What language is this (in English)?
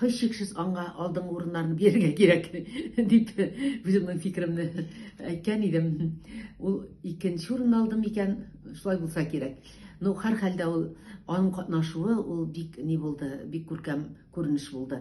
Tatar